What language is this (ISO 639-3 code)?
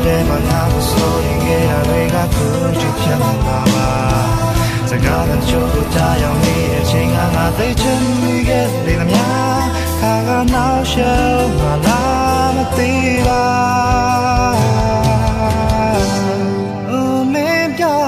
mya